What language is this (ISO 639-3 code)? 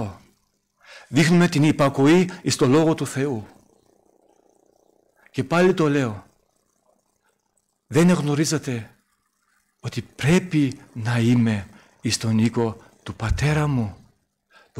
ell